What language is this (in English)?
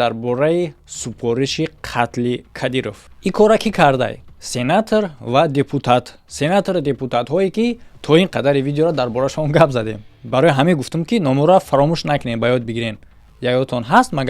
Tajik